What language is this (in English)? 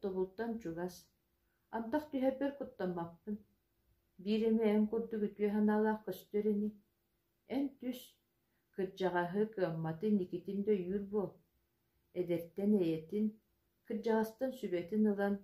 Yakut